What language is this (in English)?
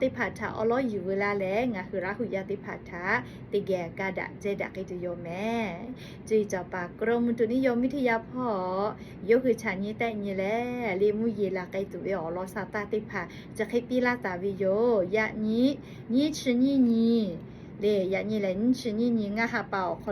Lahu